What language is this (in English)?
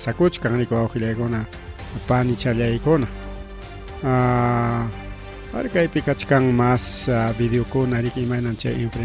Ayacucho Quechua